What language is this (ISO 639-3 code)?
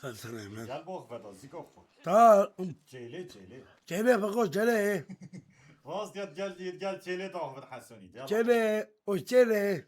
kur